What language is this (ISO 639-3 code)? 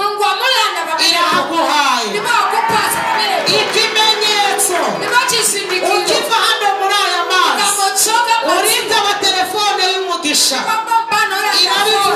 kin